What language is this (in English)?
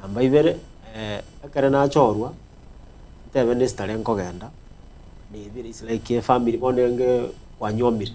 Gusii